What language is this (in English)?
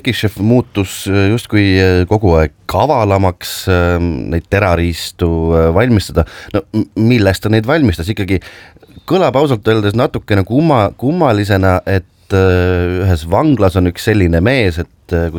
Estonian